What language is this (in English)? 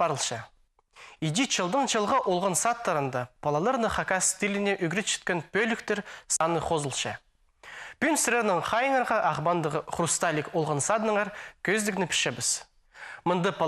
Khakas